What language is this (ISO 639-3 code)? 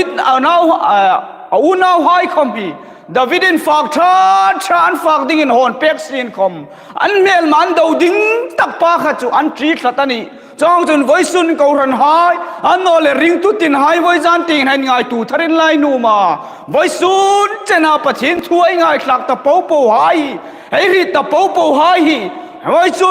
hmr